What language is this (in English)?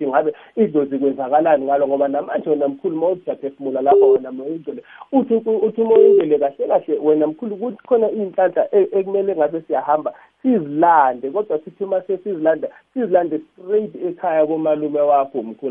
South Ndebele